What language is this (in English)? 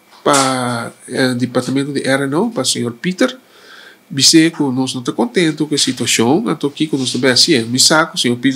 Papiamento